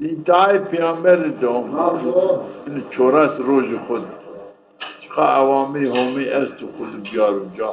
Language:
Zaza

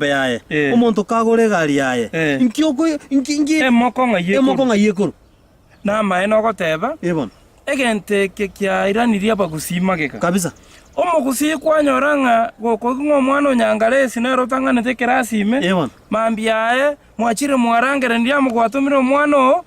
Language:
Gusii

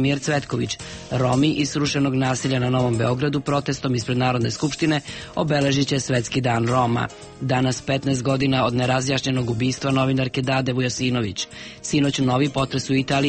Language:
Serbian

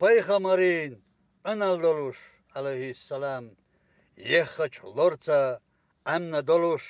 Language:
Chechen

